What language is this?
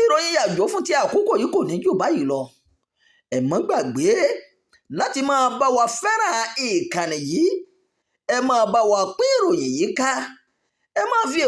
Yoruba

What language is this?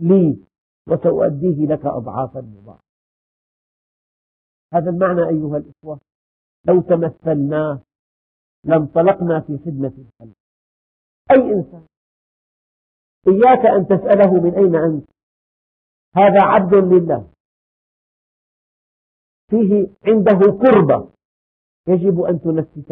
Arabic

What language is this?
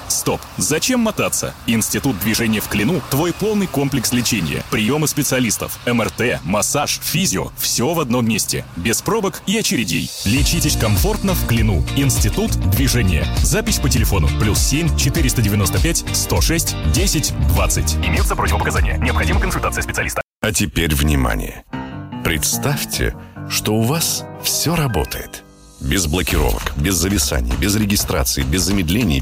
Russian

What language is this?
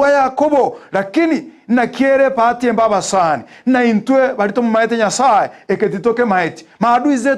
Gusii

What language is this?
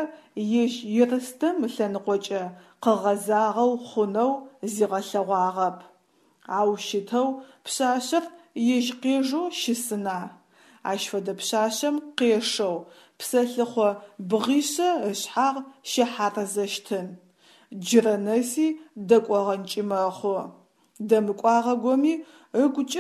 Adyghe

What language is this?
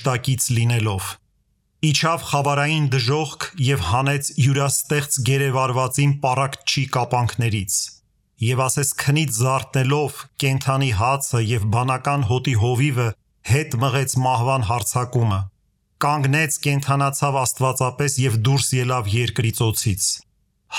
Armenian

